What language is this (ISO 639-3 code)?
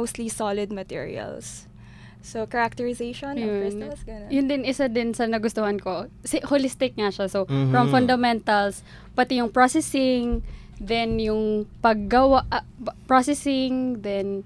fil